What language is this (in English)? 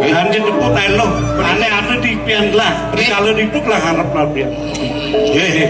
Balinese